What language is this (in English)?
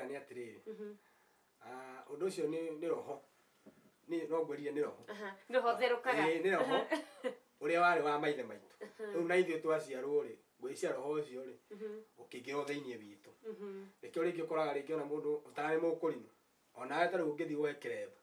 Kikuyu